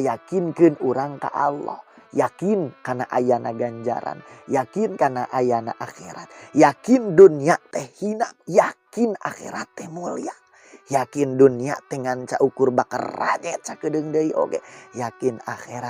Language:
Sundanese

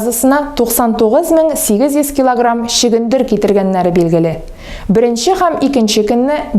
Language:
Tatar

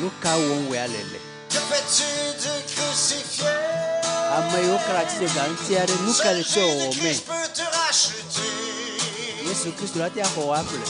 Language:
Ewe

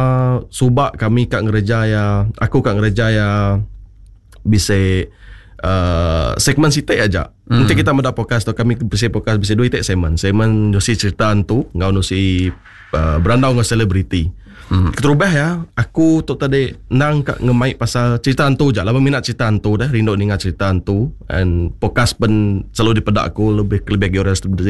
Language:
Iban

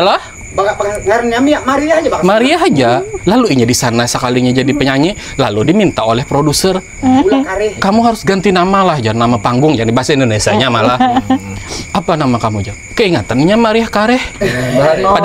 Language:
Banjar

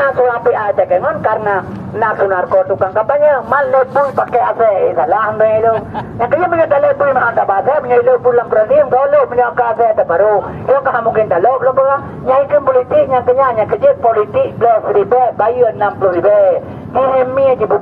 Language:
Achinese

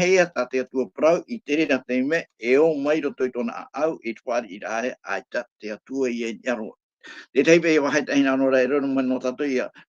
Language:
Tahitian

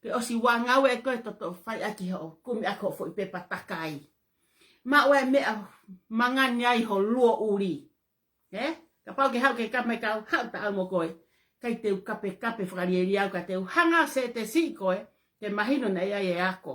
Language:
Tongan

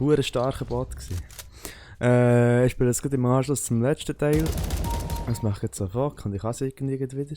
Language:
Swiss German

